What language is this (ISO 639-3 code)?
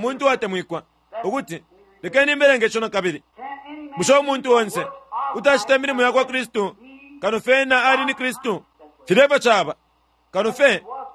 bem